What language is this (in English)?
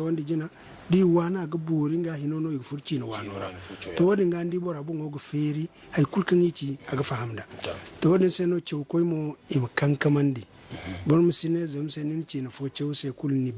Zarma